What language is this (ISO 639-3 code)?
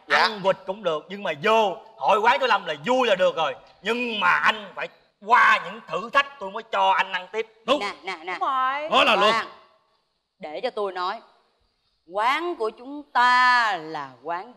vie